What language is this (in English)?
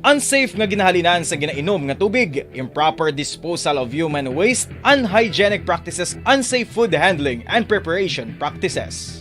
Hiligaynon